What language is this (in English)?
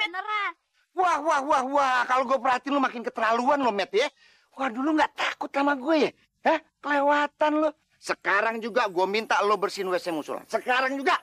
Betawi